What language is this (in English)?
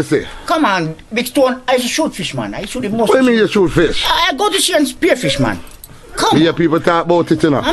Jamaican Creole English